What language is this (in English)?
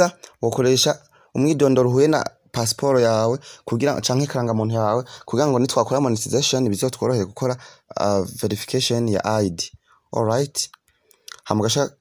Rundi